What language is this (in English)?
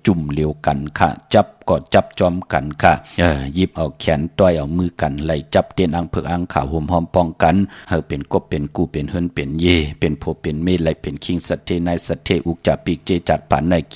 Shan